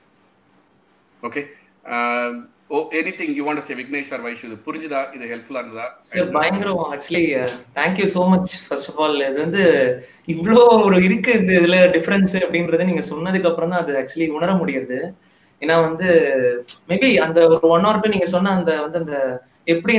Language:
Tamil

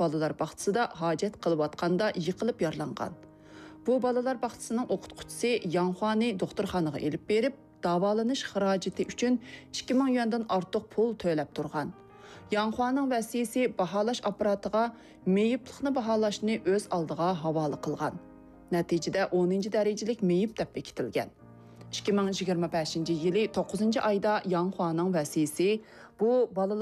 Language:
Uyghur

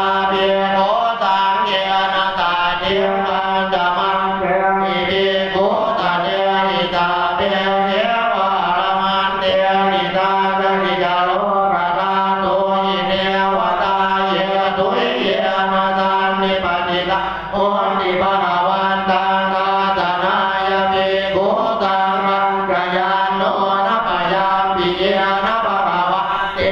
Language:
Pali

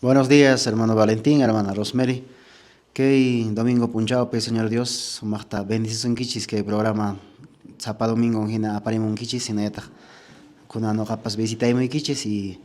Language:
Quechua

